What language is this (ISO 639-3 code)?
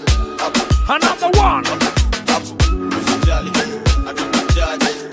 swa